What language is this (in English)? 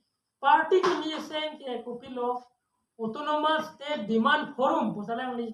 Karbi